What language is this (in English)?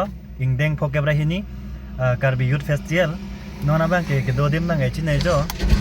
Karbi